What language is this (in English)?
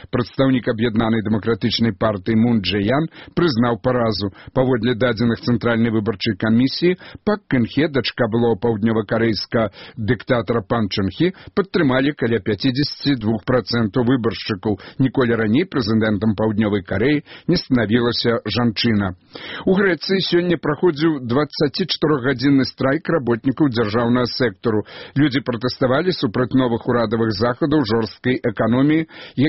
Belarusian